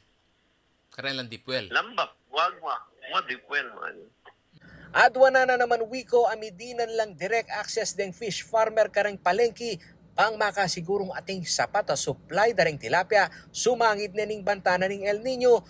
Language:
Pampanga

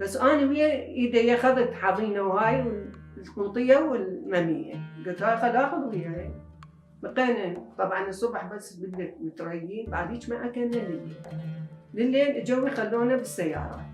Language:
Mesopotamian Arabic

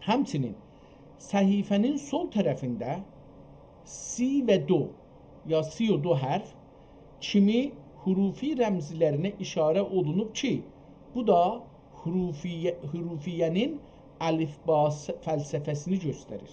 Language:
South Azerbaijani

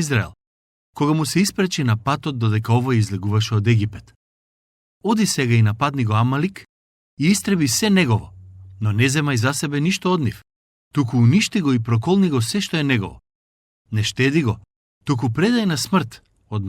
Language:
Macedonian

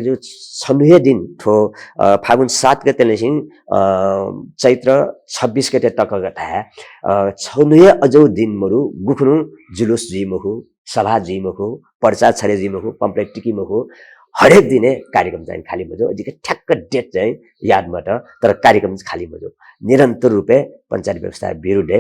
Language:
Newari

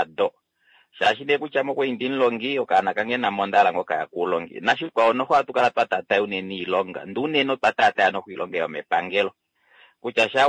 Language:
Kuanyama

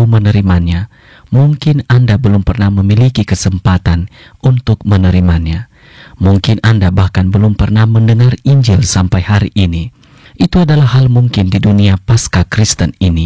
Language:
Indonesian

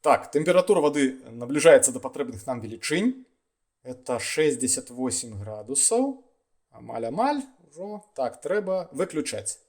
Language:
Belarusian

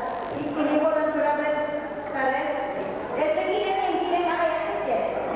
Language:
Yakut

